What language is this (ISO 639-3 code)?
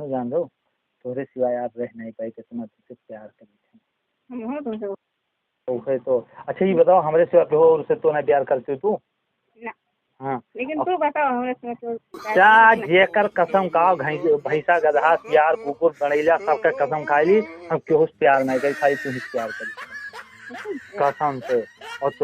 awa